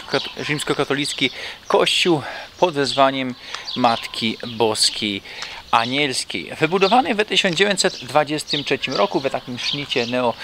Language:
Silesian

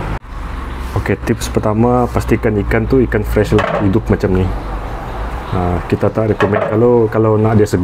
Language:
Malay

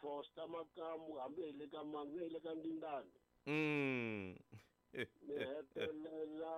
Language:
Tsonga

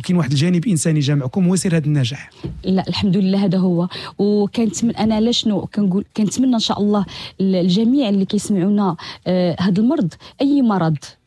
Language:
Moroccan Arabic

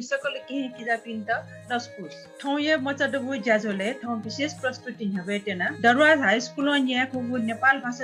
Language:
Newari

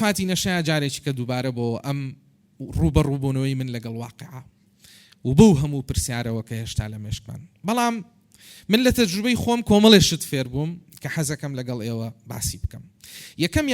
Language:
Central Kurdish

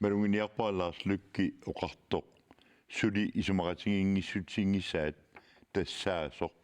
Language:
Kalaallisut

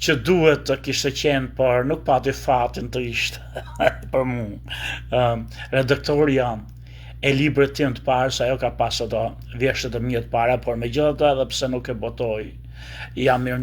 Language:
Albanian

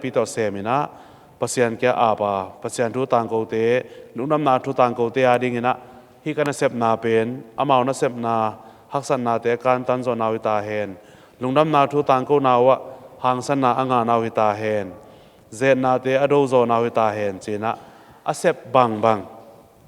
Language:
Tedim Chin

